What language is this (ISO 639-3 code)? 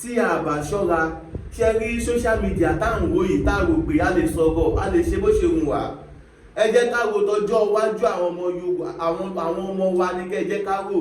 yor